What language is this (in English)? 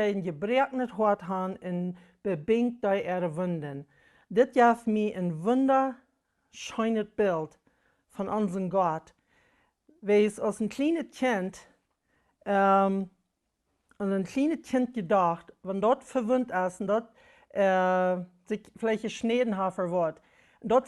Plautdietsch